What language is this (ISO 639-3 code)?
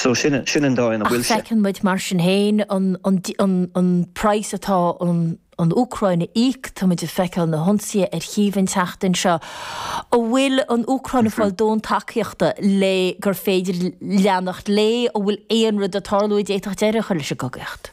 gle